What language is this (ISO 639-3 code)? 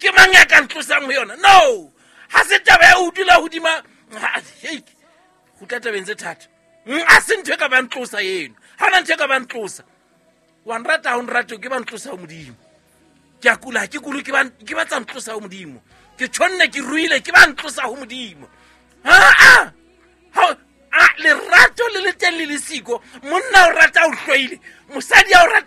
sot